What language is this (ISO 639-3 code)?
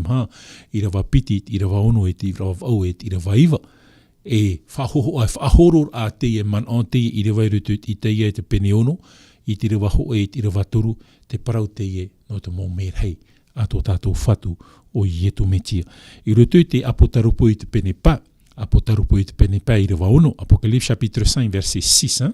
tah